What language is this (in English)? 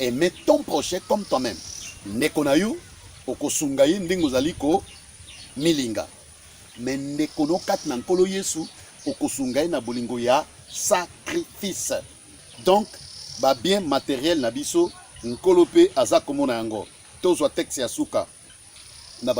Lingala